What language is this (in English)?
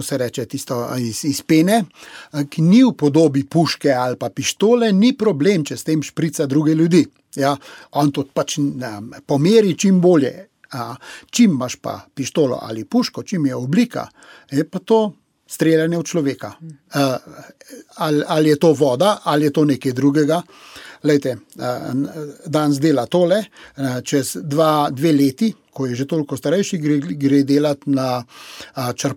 Slovenian